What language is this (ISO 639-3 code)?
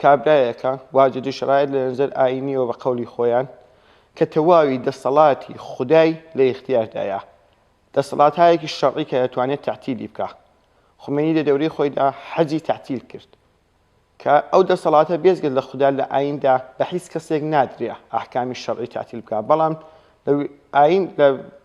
ckb